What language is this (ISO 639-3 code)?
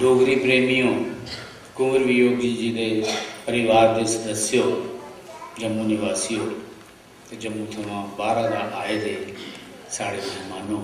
doi